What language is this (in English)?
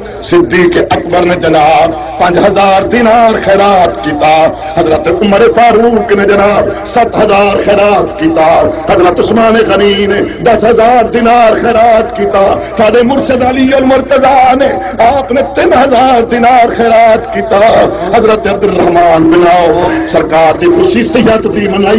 Saraiki